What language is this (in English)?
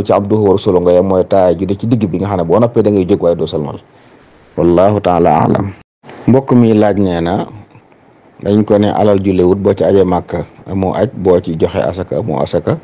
Wolof